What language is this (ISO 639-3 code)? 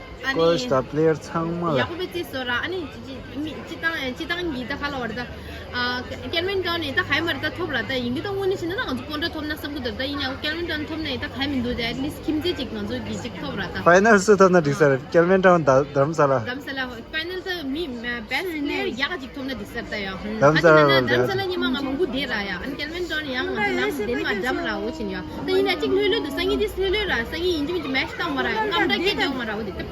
bod